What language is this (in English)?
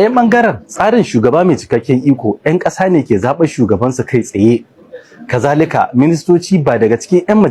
Hausa